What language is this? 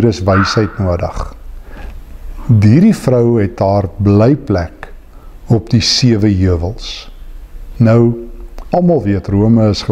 Afrikaans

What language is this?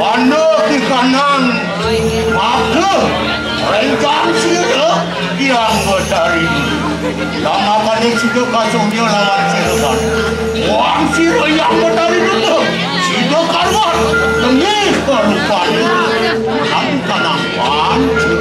Balinese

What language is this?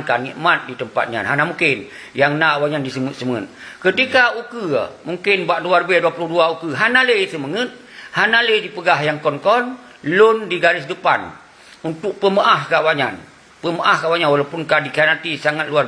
Achinese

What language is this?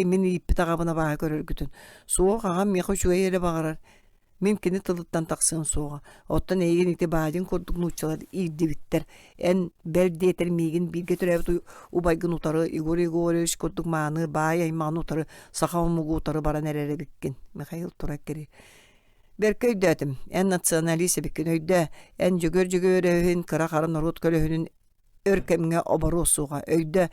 Yakut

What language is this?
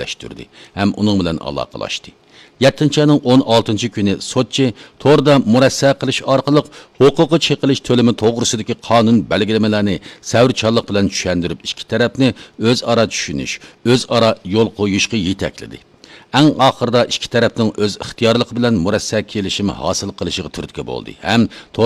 Uyghur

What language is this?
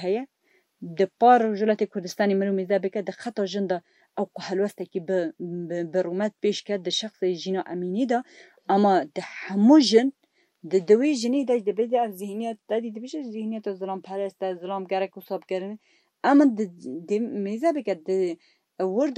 Kurdish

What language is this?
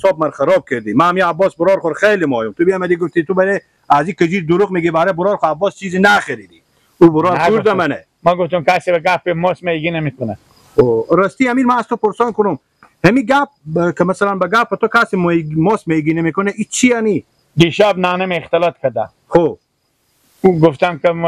Persian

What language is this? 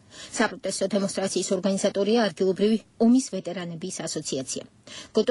Georgian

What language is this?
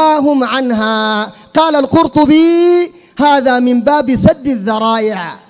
Sudanese Arabic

